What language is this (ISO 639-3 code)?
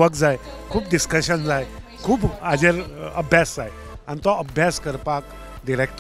kok